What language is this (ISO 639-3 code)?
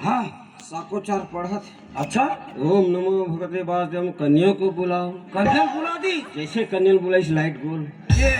hne